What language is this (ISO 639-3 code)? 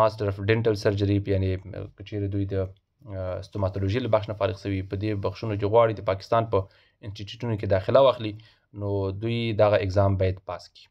pus